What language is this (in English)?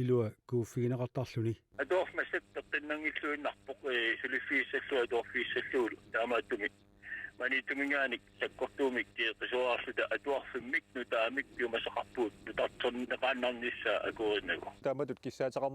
Kalaallisut